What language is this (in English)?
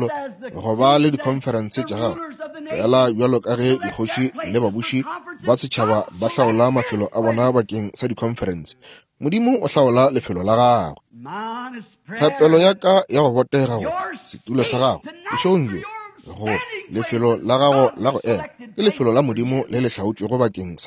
Northern Sotho